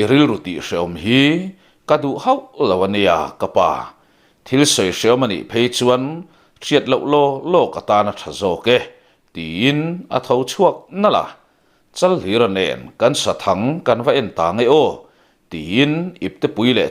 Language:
Mizo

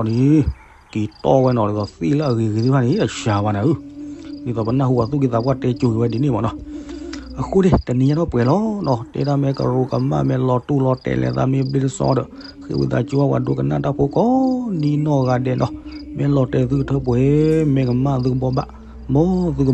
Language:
S'gaw Karen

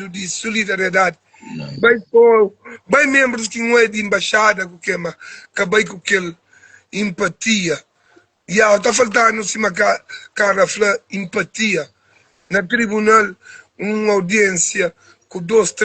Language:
Kabuverdianu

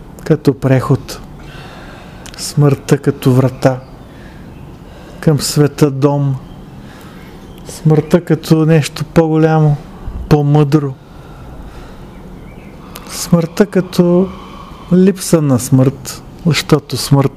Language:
Bulgarian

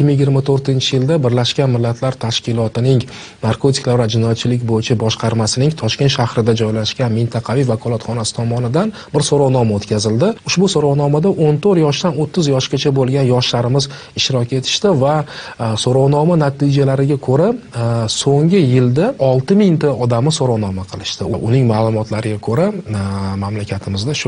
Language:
Uzbek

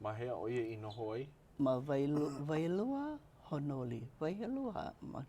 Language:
Hawaiian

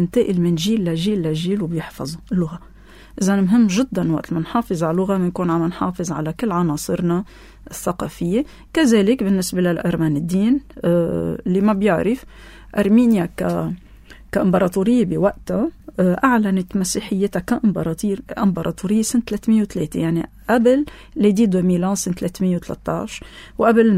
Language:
North Levantine Arabic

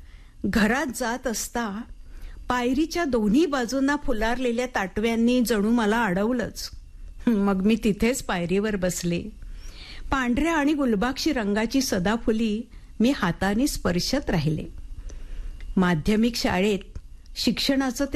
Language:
Marathi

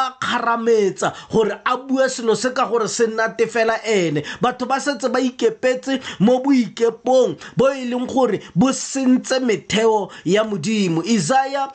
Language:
Tswana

